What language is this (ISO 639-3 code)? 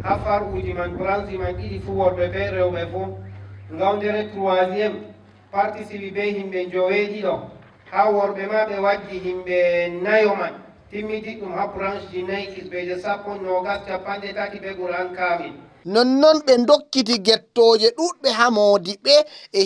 ful